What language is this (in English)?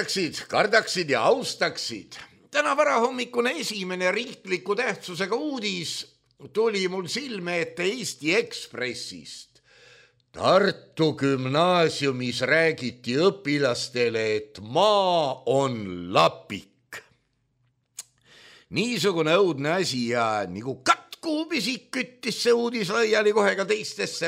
Estonian